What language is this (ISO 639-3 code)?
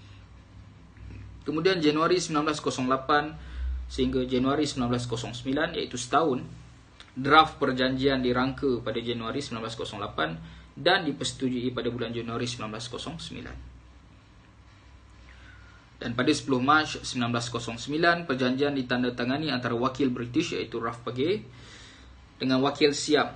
msa